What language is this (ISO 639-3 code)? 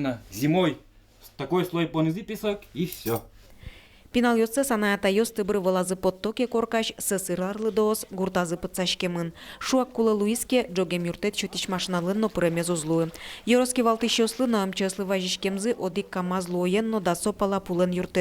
udm